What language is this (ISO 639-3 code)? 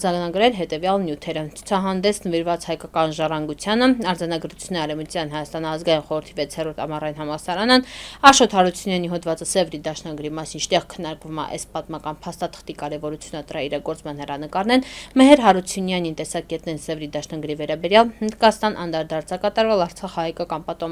hye